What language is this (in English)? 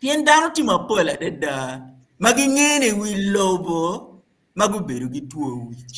Acoli